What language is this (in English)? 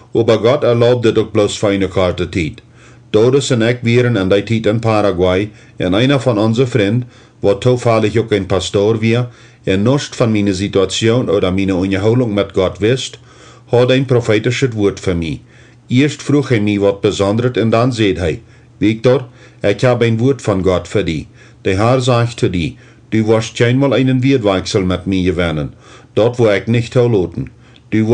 Plautdietsch